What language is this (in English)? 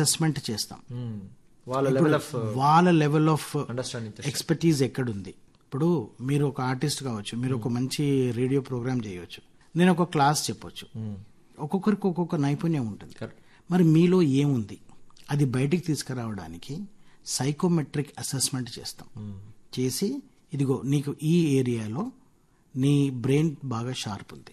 Telugu